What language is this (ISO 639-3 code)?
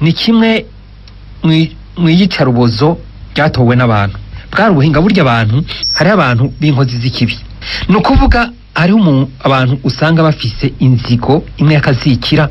run